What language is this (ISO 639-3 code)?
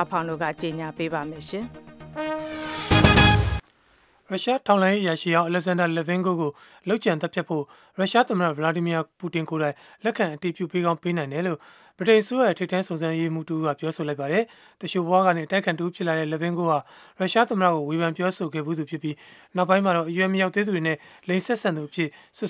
mya